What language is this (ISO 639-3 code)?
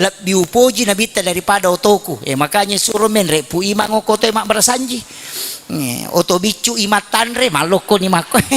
bug